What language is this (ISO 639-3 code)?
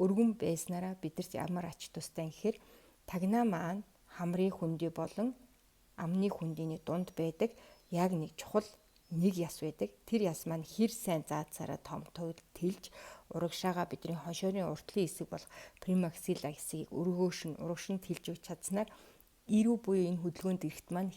mon